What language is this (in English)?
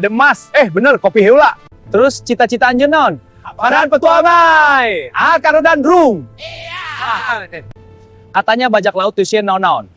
Sundanese